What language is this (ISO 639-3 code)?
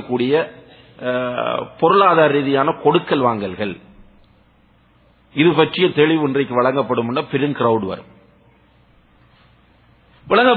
tam